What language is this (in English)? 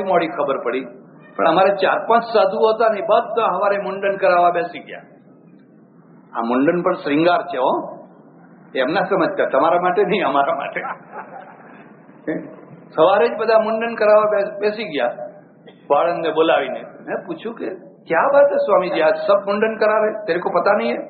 Gujarati